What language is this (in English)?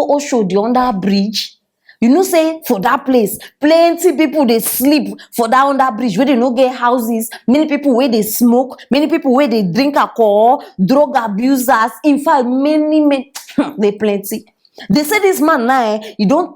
Nigerian Pidgin